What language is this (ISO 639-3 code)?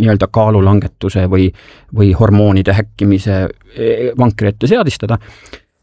est